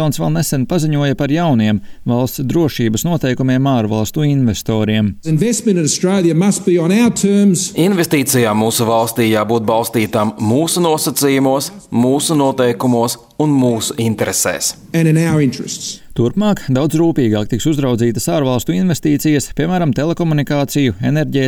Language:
Latvian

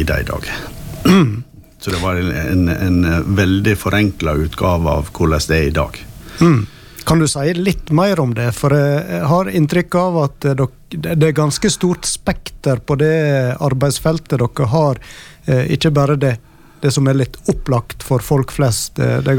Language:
Norwegian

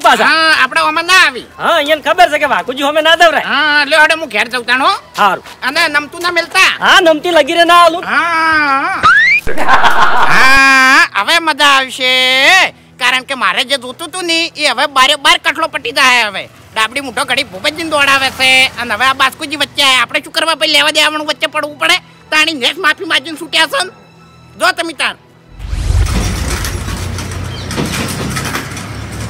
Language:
Gujarati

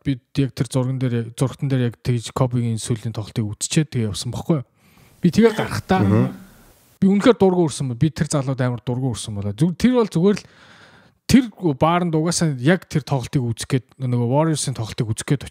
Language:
Mongolian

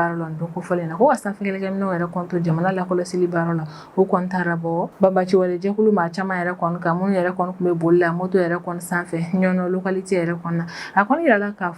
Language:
Bambara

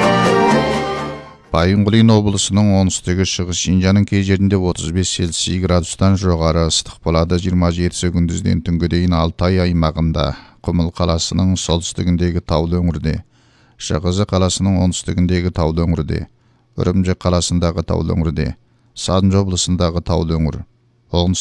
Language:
Kazakh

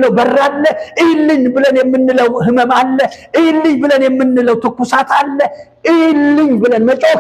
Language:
Amharic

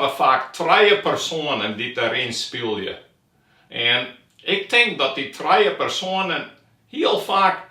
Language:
Western Frisian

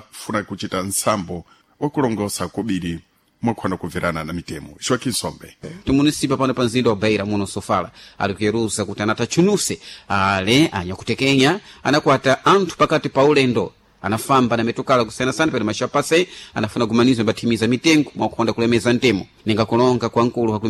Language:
Sena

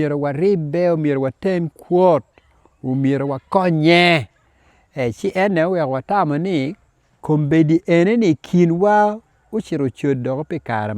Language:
Acoli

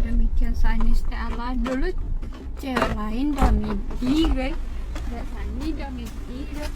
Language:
Minangkabau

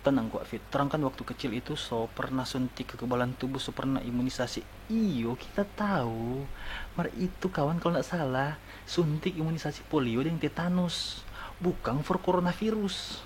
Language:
Manado Malay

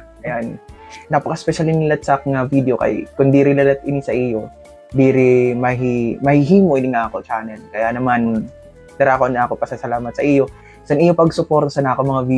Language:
Waray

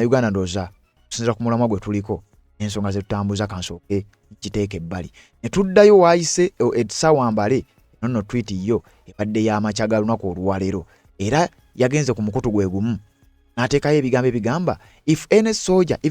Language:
Ganda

